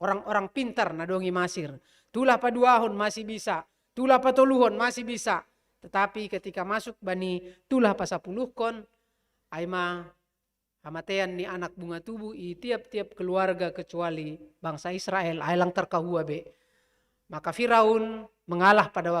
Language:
Batak Simalungun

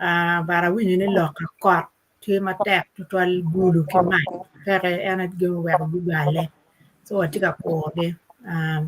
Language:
Acoli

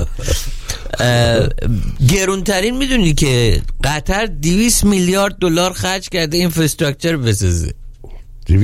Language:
Persian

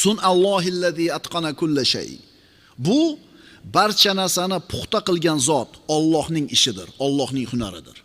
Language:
Uzbek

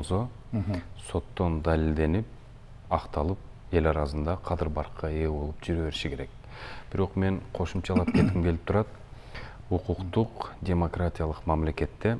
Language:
Kyrgyz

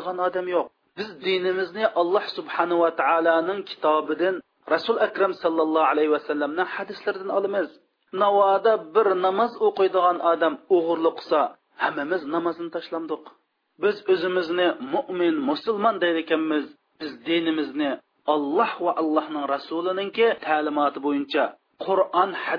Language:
Uyghur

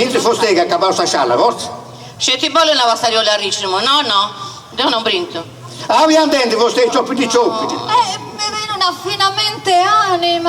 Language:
Sardinian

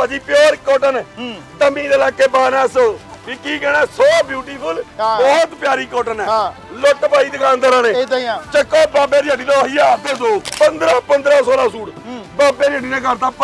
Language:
Punjabi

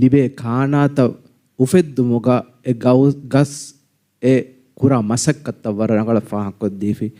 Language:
Divehi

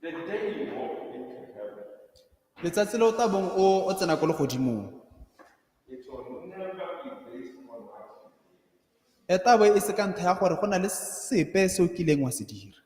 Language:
Tswana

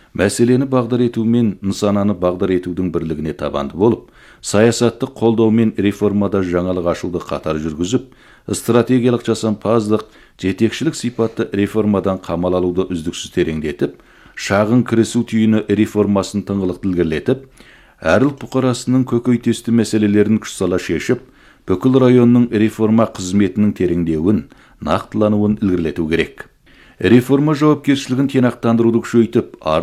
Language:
Kazakh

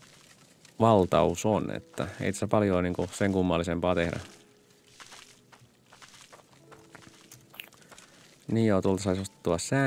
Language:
Finnish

